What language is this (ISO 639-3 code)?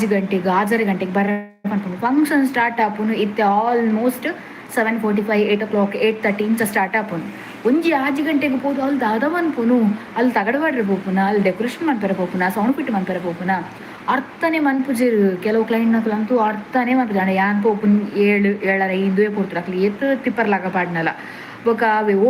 tcy